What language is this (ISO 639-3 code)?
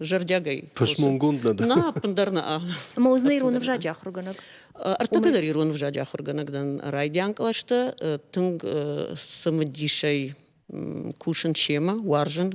oss